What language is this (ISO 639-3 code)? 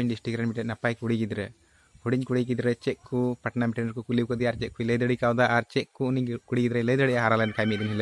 sat